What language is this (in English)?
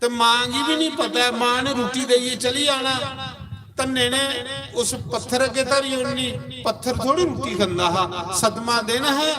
Dogri